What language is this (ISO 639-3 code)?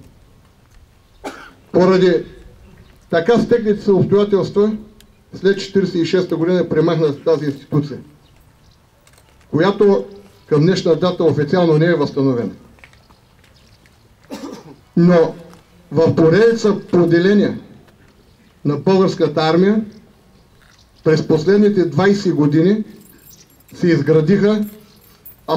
bul